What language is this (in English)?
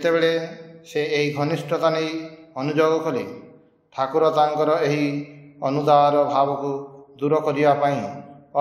Odia